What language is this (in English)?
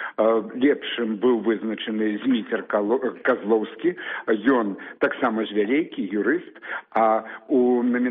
Belarusian